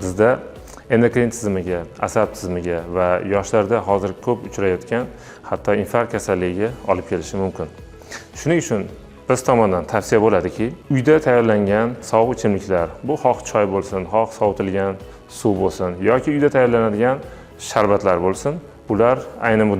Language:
Uzbek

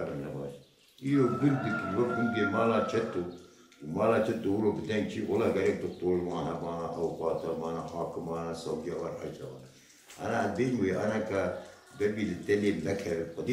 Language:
Kurdish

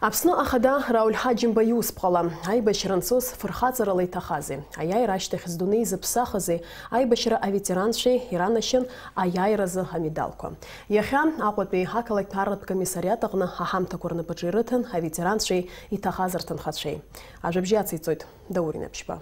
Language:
Abkhazian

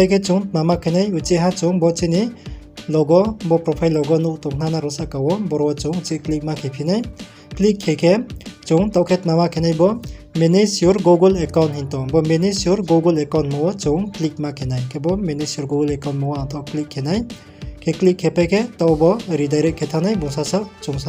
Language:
Riang (India)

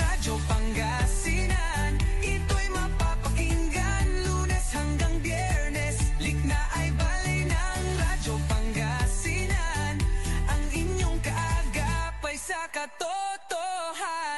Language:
Pangasinan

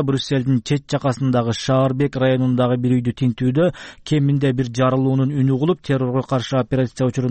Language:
Kyrgyz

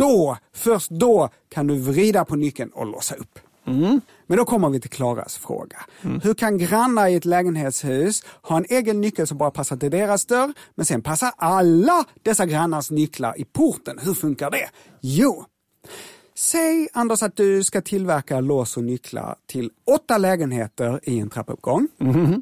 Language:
Swedish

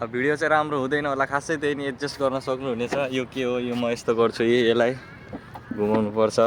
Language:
Nepali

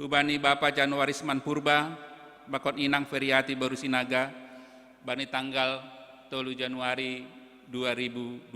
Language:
Batak Simalungun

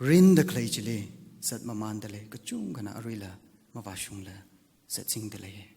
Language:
Tangkhul Naga (India)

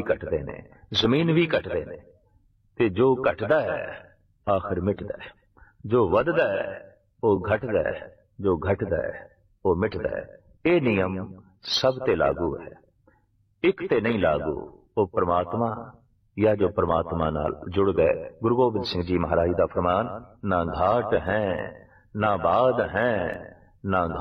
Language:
Punjabi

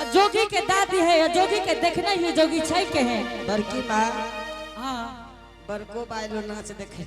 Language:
Angika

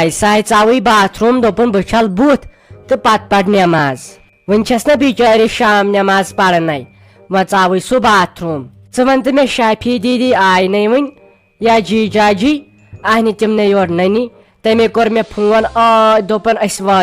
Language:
Kashmiri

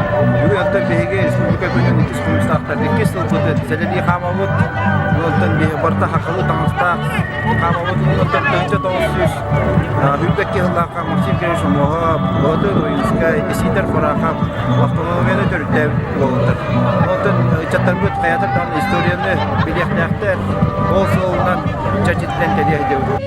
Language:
Yakut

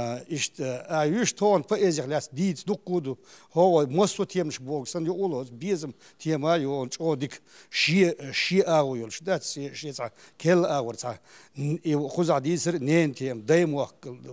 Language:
Chechen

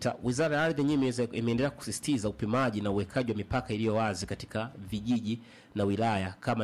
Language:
Swahili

